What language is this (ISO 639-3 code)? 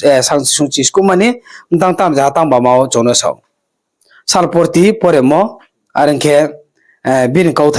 ria